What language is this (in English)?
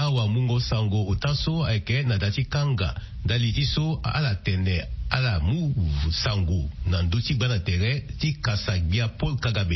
Sango